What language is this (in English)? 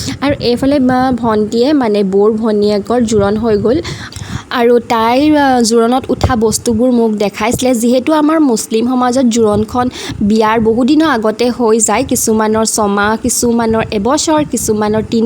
Assamese